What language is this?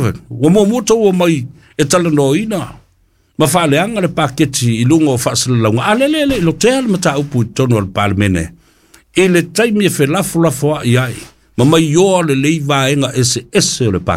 Samoan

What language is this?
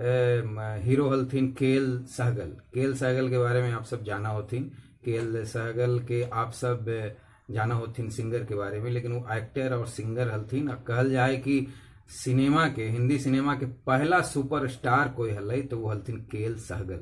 Magahi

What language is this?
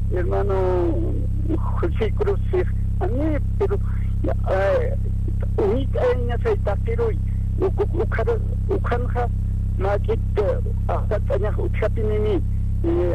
Aymara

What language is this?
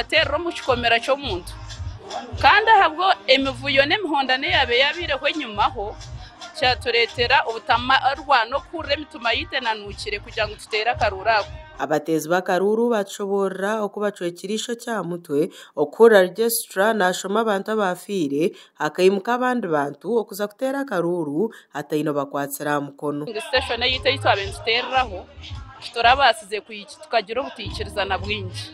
Nyankole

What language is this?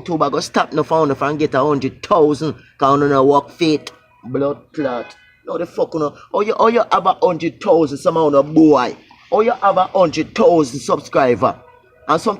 Jamaican Creole English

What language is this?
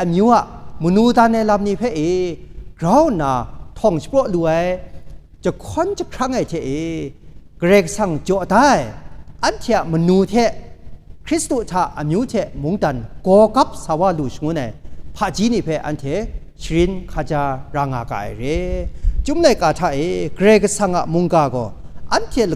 Kachin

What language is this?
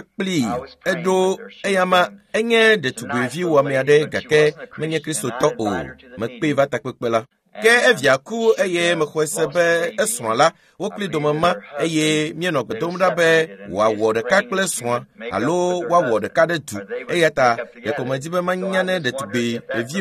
Ewe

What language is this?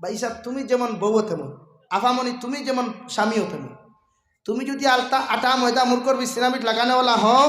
Sylheti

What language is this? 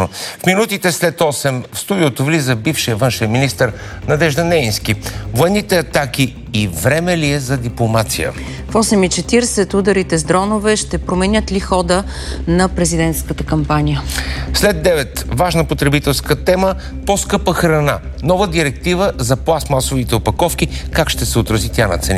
Bulgarian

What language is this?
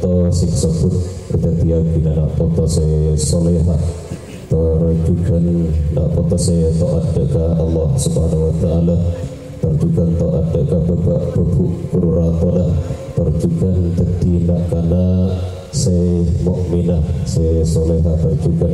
Madurese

